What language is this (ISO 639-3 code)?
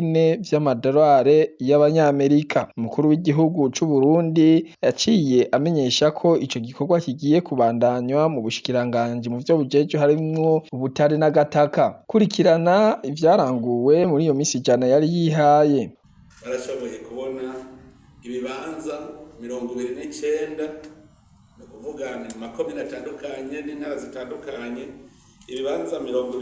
run